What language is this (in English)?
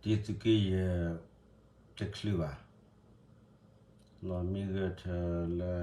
S'gaw Karen